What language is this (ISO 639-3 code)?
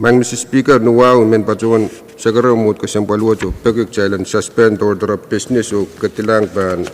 pon